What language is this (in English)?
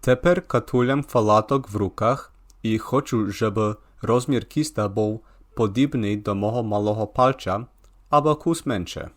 Rusyn